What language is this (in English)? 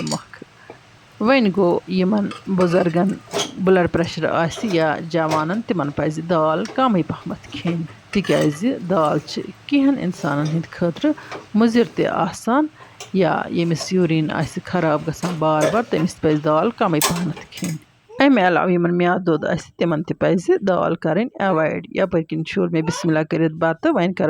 Kashmiri